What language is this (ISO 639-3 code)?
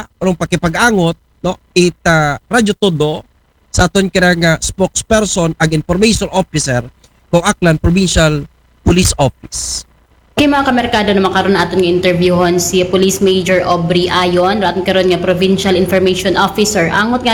akl